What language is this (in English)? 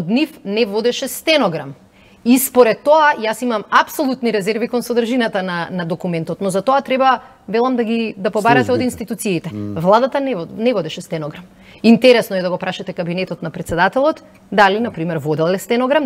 Macedonian